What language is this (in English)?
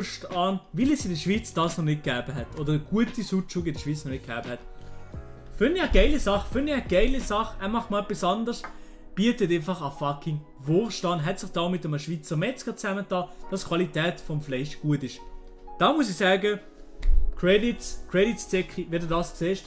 Swiss German